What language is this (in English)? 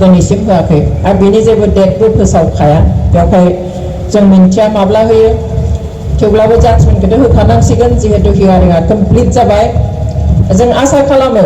Bodo